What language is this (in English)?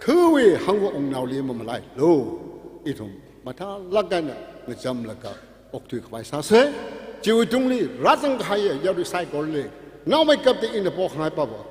Tangkhul Naga (India)